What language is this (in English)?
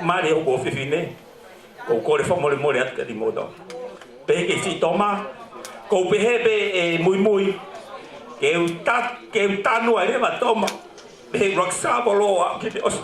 Tongan